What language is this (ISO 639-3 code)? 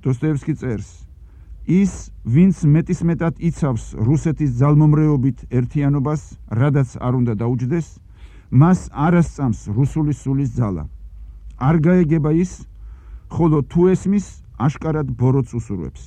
kat